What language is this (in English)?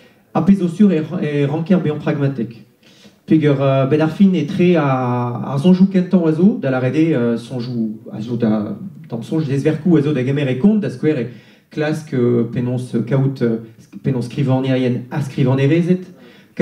Breton